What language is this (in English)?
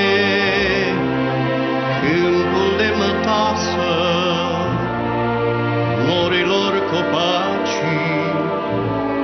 Romanian